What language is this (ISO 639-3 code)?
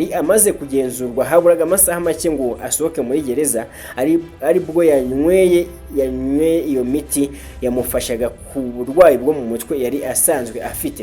kin